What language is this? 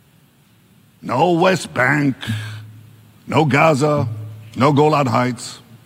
Hebrew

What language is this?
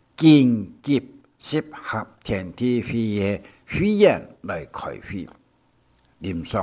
Hakka Chinese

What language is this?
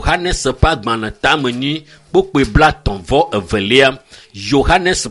Ewe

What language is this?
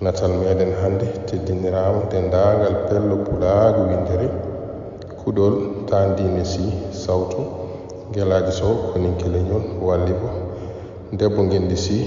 Fula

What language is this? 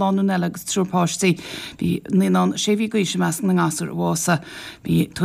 Irish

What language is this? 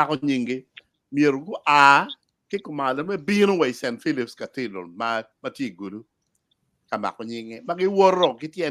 Acoli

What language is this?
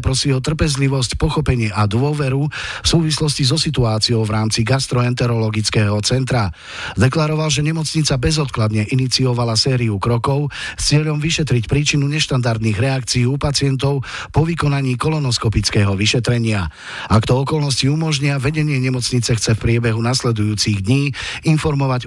Slovak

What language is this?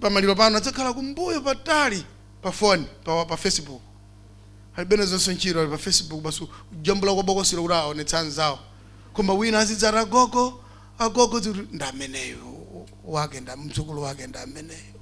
Nyanja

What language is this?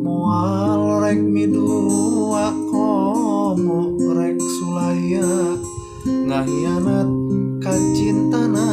Sundanese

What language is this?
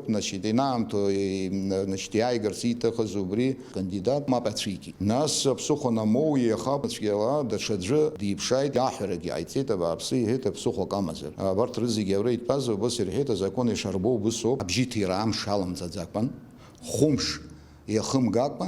Abkhazian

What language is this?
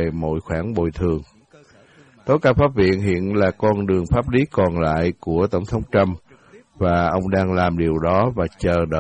Vietnamese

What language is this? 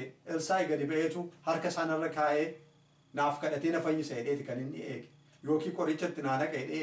Oromo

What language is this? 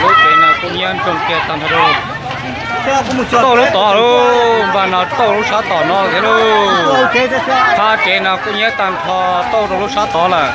Hmong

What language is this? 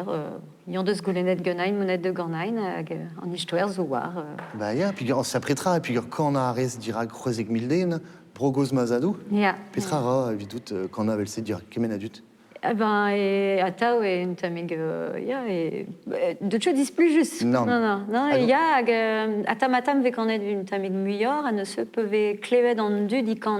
Breton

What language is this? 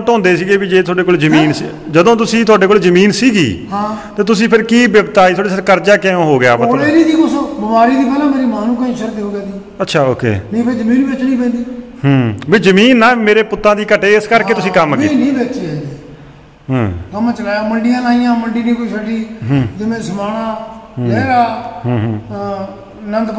Punjabi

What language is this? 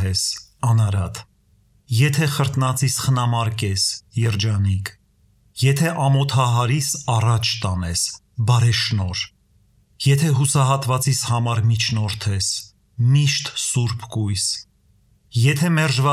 Armenian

